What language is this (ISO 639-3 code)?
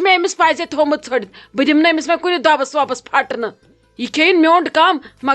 kas